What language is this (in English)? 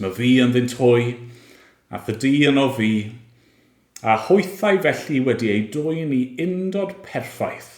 Welsh